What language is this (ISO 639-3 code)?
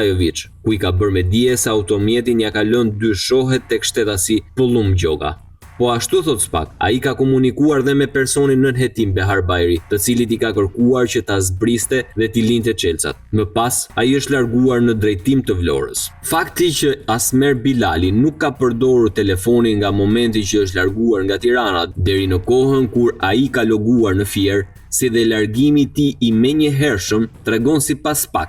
sqi